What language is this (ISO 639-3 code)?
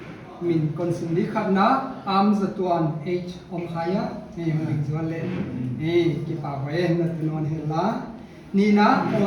pck